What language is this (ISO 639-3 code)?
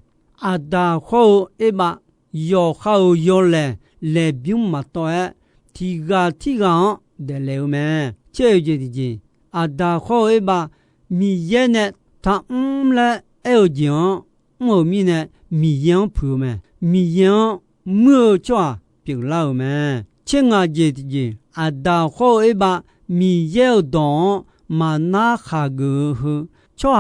ahk